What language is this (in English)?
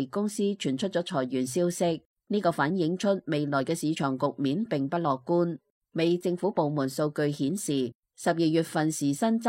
Cantonese